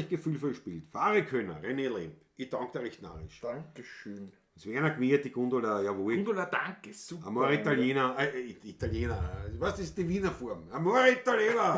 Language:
Bavarian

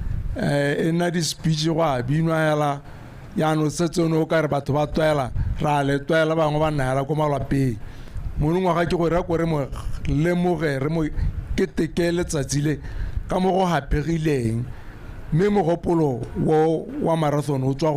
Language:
Tswana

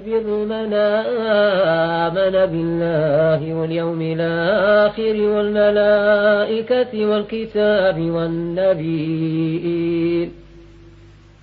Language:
Arabic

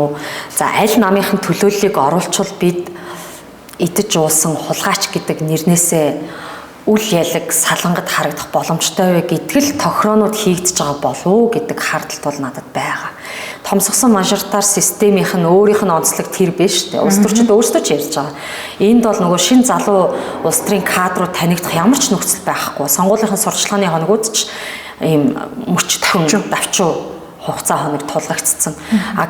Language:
Mongolian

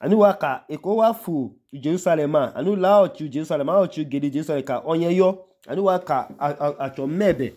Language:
Idoma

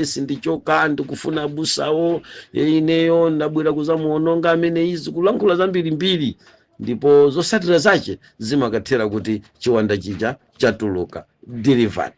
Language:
Nyanja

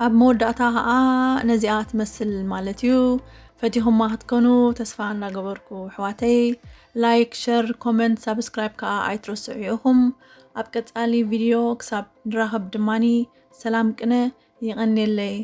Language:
Tigrinya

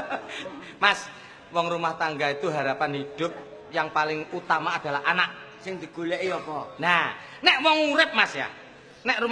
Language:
Javanese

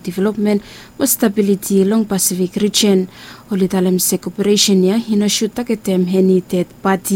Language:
Bislama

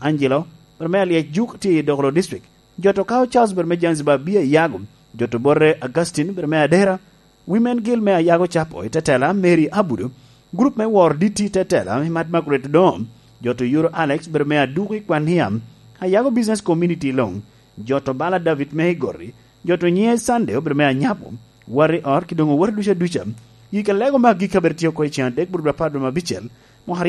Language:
Lango (Uganda)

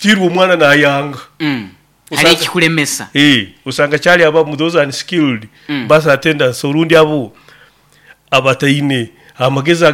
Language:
Nyoro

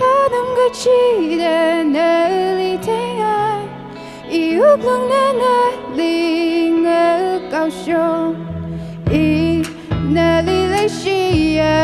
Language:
Tangkhul Naga (India)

